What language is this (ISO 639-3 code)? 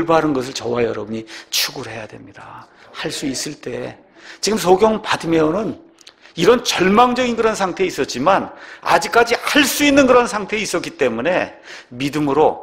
kor